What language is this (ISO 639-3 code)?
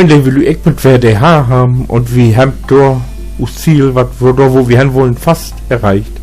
nds